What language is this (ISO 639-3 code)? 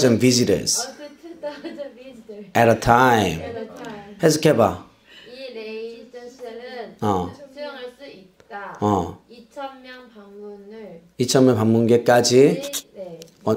kor